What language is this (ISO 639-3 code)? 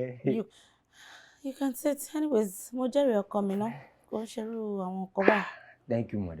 pcm